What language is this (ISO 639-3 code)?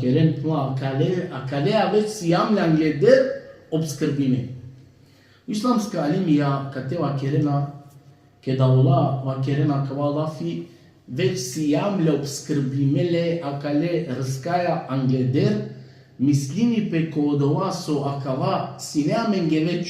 rmn